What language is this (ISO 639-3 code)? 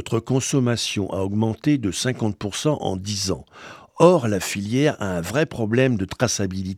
fra